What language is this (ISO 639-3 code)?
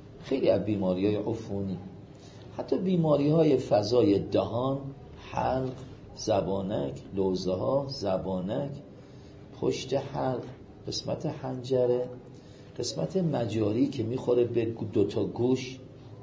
fas